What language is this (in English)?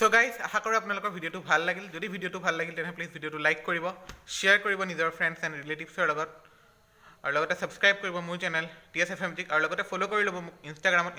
Assamese